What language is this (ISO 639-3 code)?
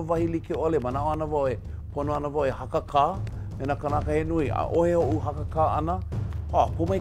haw